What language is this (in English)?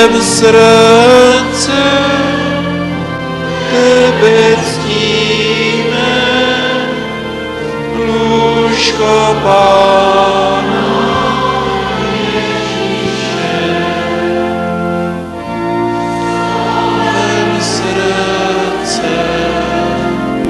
Czech